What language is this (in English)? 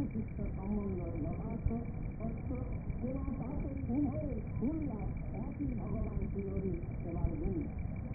Bangla